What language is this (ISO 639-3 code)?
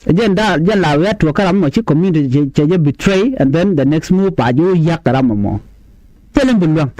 nus